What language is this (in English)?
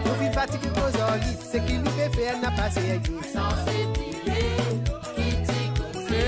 Morisyen